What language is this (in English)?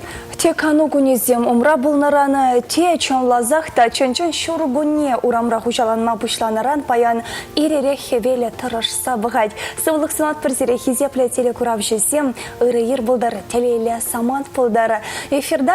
Chuvash